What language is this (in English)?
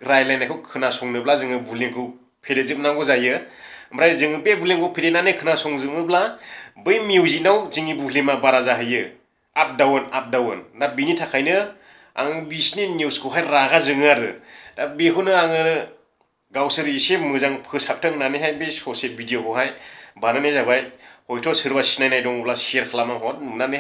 Bodo